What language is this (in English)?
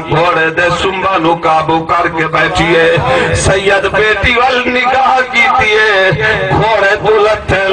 Saraiki